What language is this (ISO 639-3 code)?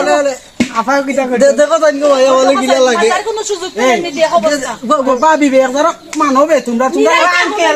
syl